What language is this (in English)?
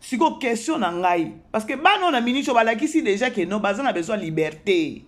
Lingala